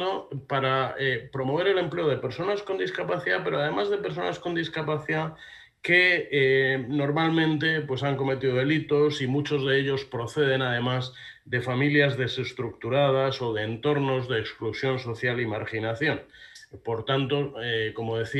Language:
Spanish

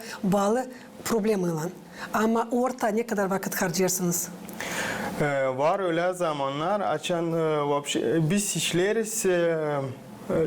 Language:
Gagauz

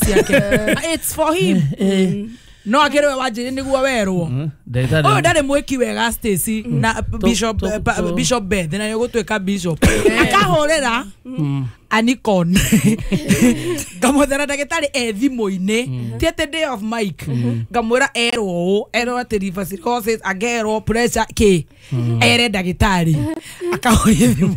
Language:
Kikuyu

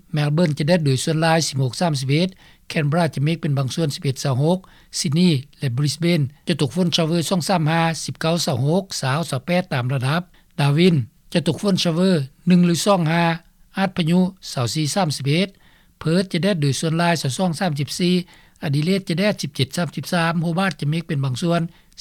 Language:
Lao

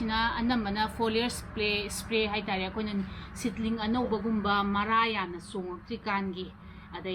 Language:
Manipuri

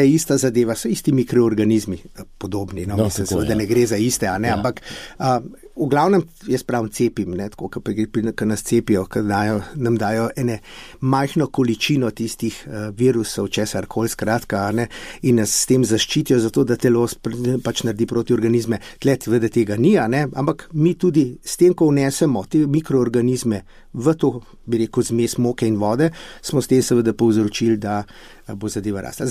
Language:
Slovenian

